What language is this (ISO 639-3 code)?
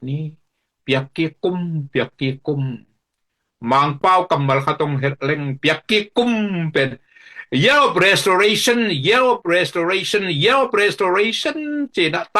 ctd